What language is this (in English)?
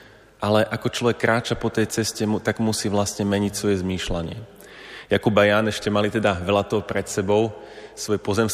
Slovak